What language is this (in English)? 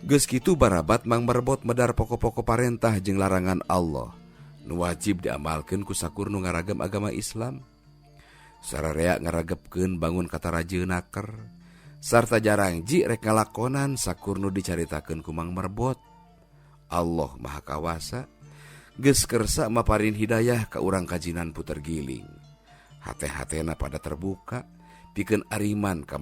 Sundanese